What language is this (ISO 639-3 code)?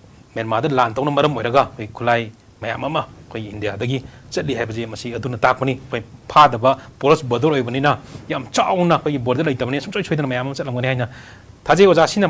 mni